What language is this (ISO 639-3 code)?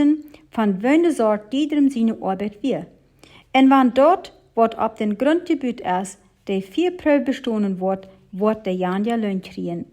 pdt